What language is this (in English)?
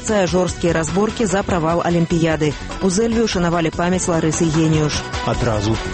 Belarusian